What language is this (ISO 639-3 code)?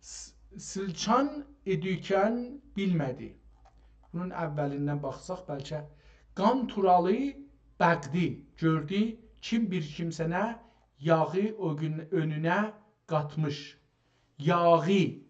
azb